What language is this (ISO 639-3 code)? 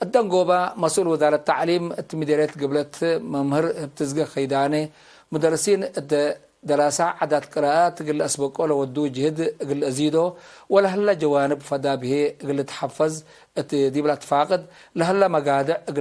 tig